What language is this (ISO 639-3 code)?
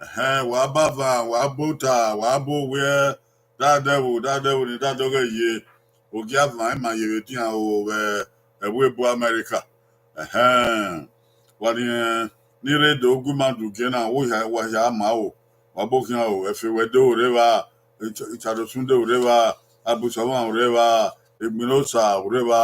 bin